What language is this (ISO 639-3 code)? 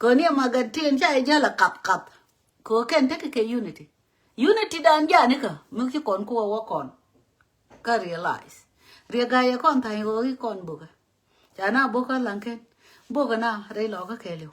nus